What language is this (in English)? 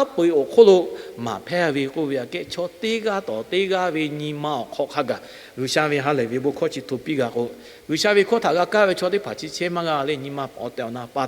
Lahu